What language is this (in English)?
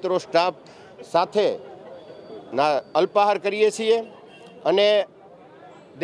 Gujarati